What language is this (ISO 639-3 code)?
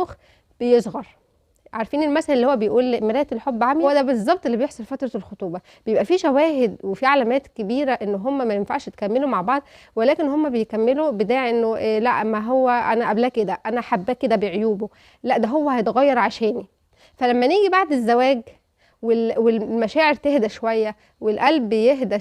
arz